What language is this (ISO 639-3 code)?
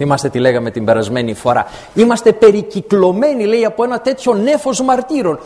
ell